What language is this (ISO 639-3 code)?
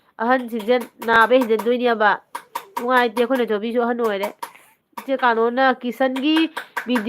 mni